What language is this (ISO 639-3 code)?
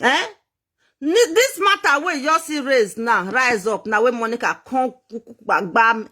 pcm